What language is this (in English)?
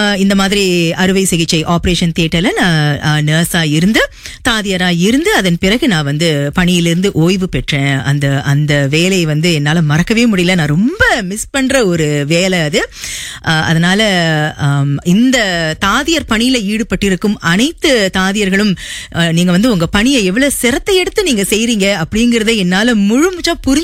Tamil